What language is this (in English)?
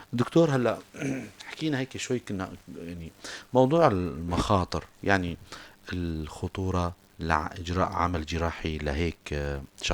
North Levantine Arabic